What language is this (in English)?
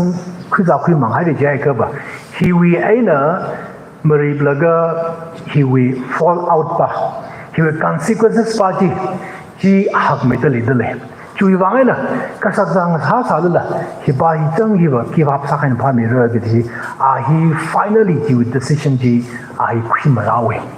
Tangkhul Naga (India)